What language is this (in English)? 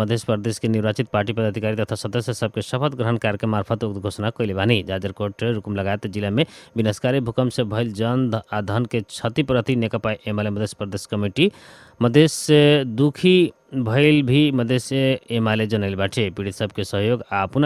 Bhojpuri